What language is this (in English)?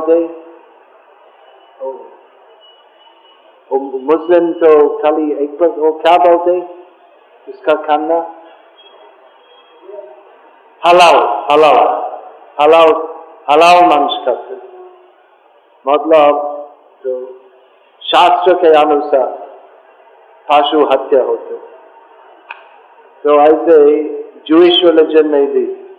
Hindi